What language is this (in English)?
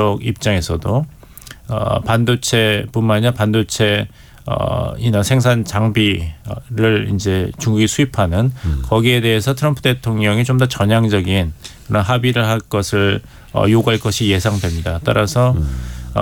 Korean